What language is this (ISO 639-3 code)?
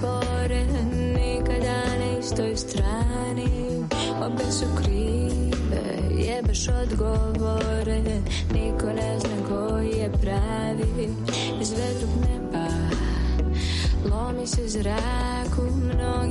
srp